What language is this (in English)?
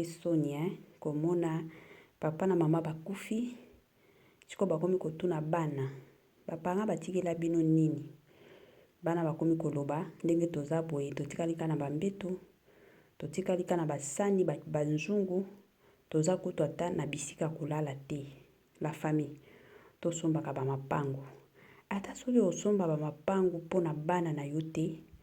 Lingala